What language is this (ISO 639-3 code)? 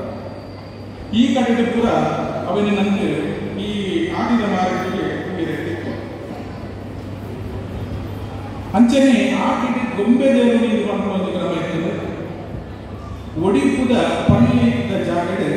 tcy